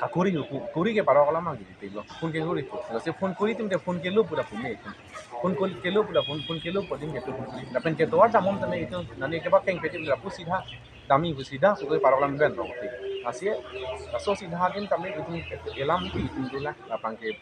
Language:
Karbi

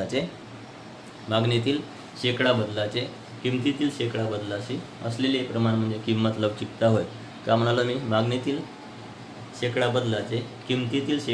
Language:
Marathi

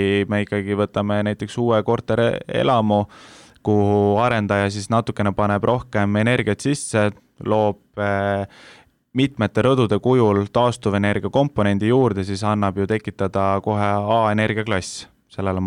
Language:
Estonian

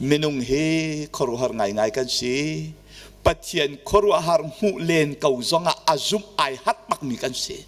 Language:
Hakha Chin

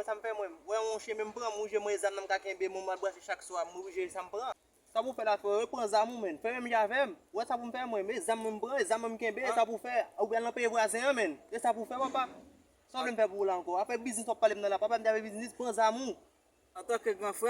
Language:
Haitian Creole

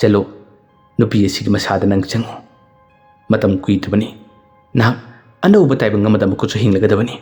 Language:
Manipuri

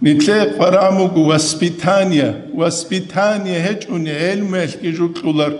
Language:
Avaric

